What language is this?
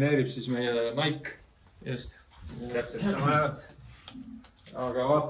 Estonian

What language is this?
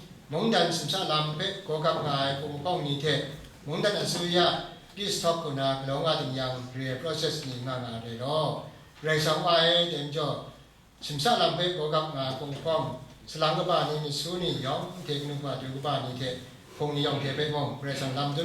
Kachin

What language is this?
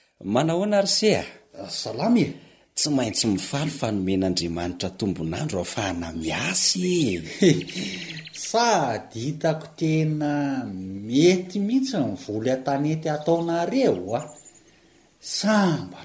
Malagasy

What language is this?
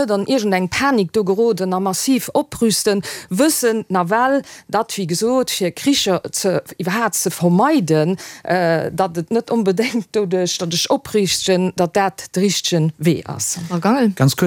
Luxembourgish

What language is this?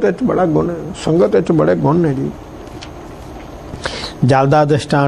Punjabi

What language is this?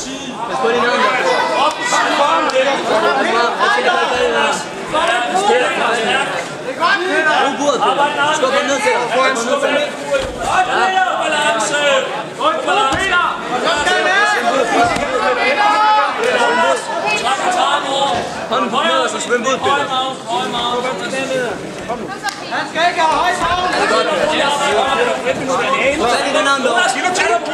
Danish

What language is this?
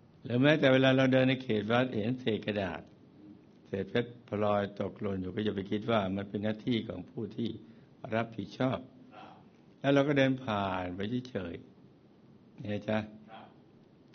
Thai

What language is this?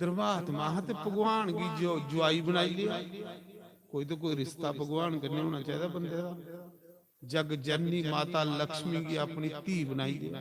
Dogri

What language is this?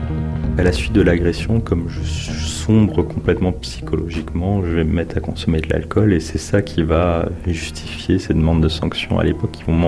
French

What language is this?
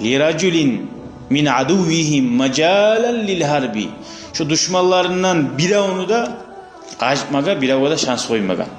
Kumyk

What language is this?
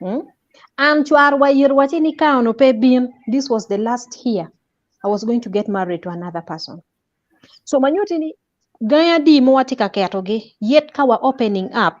Acoli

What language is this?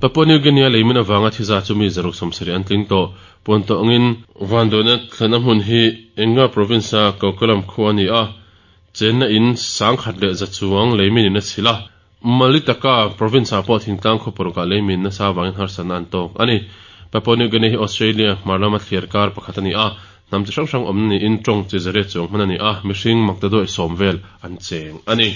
Mizo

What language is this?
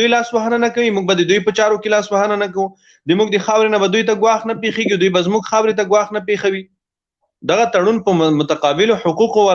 Pashto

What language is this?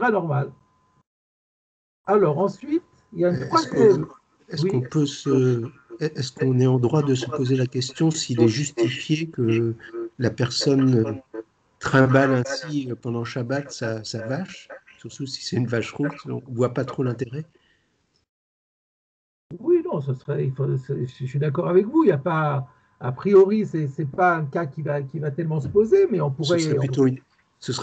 French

